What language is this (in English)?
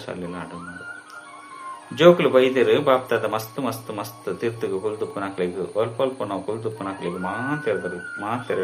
Tulu